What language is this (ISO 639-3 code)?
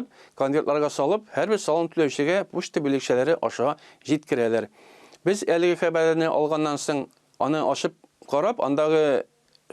tat